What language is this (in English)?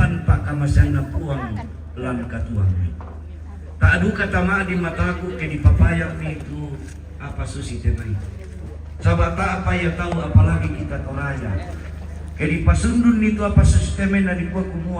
Toraja-Sa'dan